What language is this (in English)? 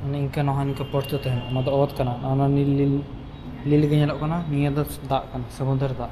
Santali